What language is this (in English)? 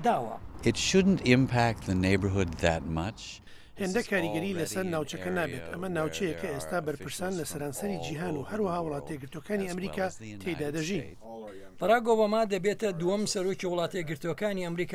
Central Kurdish